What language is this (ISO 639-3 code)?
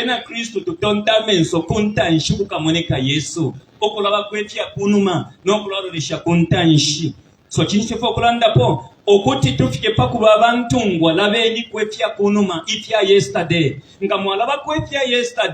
bem